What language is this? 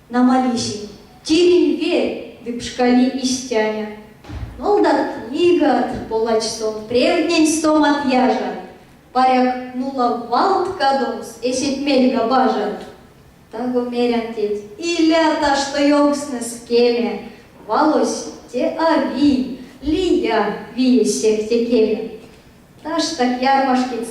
Erzya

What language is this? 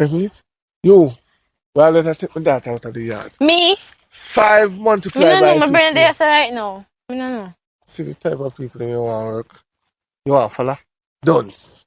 Jamaican Creole English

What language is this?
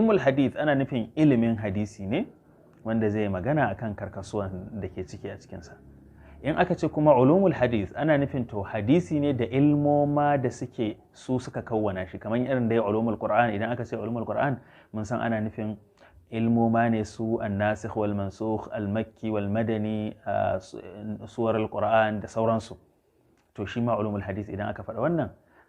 Hausa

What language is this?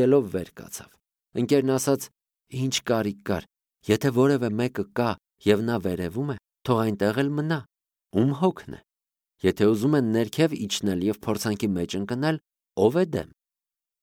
Armenian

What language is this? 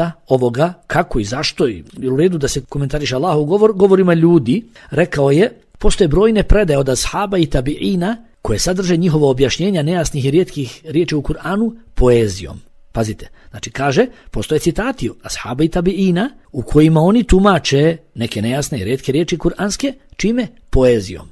Bosnian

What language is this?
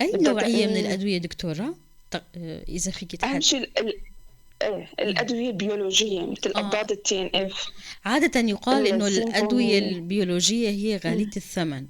North Levantine Arabic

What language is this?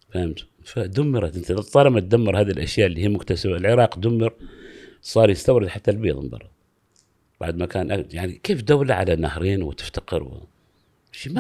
Gulf Arabic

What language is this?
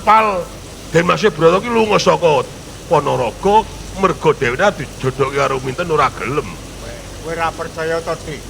Javanese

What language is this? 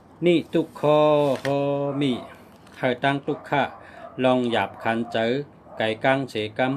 Shan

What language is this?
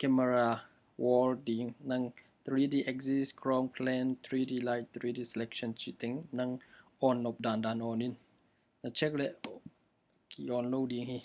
Tedim Chin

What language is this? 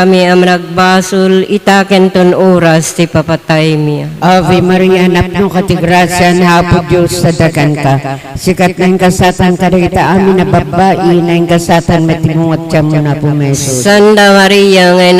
Iloko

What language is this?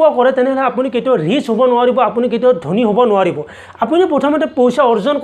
Assamese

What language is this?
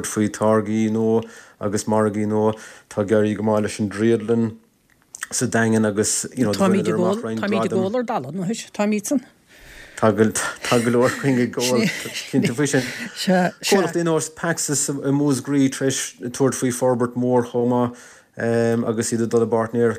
Irish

